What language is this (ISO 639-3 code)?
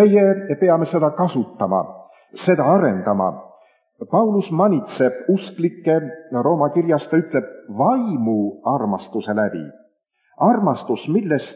est